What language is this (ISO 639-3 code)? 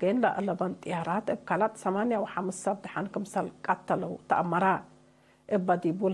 tig